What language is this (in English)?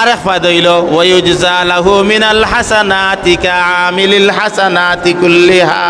Sylheti